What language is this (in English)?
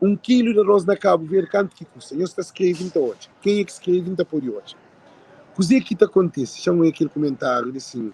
Kabuverdianu